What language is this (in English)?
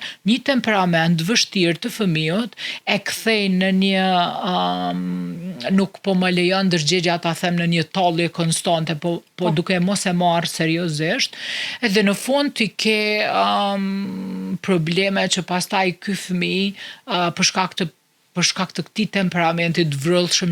Albanian